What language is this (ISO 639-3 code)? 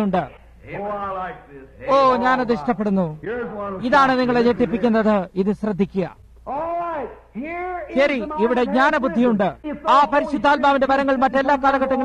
mal